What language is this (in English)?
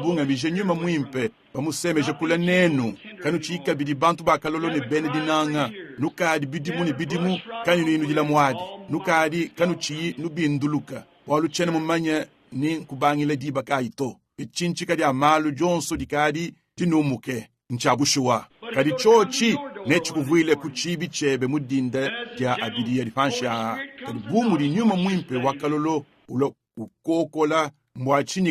Luba-Lulua